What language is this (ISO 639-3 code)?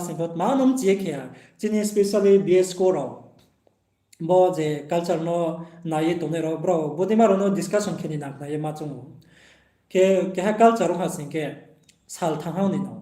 ria